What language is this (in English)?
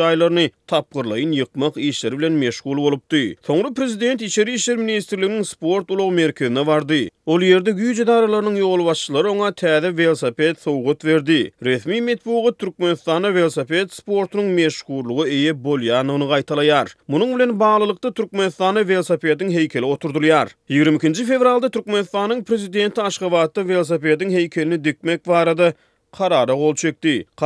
Turkmen